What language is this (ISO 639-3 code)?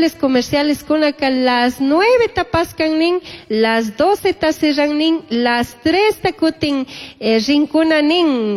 qug